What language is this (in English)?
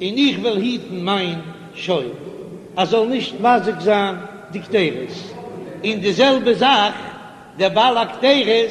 Yiddish